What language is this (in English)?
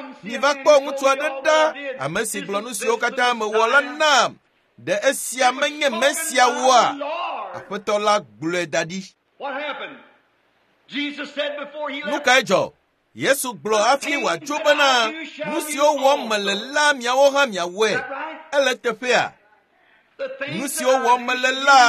Ewe